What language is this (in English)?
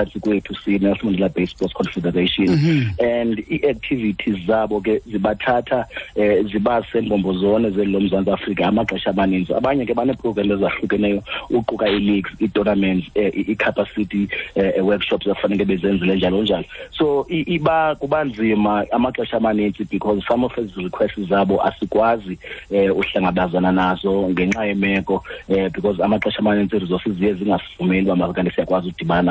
Xhosa